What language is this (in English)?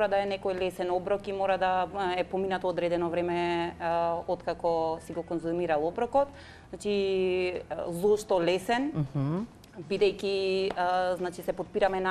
Macedonian